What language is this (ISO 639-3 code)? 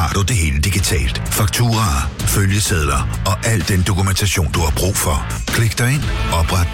dan